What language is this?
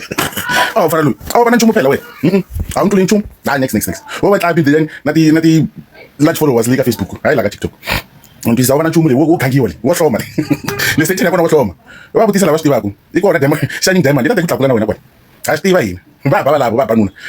Tsonga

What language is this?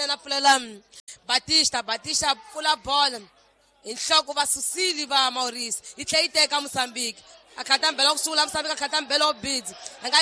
Tsonga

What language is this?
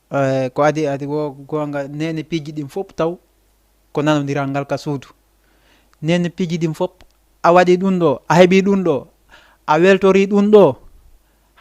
Fula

